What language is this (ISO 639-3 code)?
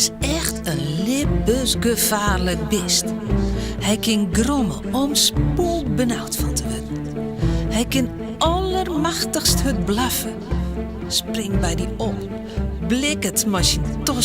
fry